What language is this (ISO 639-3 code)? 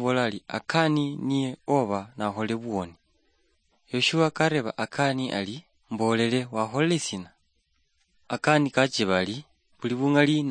luy